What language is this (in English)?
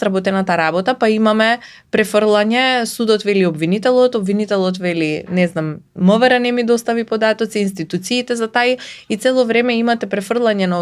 Macedonian